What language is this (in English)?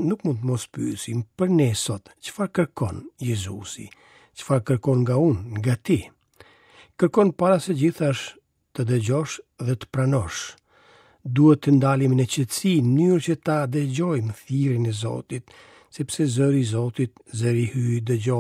Albanian